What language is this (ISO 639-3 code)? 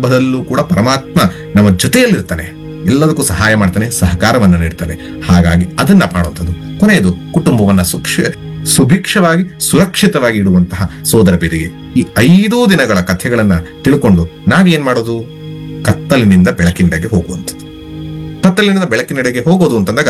kan